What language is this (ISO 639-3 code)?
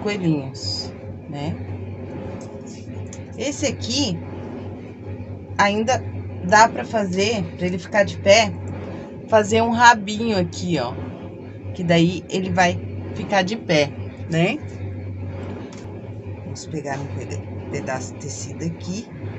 por